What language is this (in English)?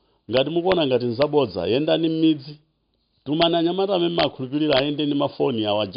Nyanja